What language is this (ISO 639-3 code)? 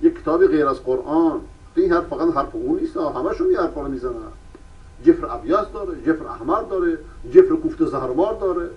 fas